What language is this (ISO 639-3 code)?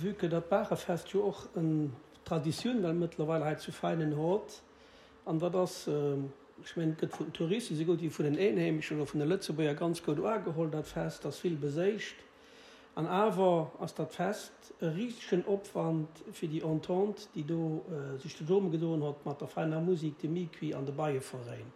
ltz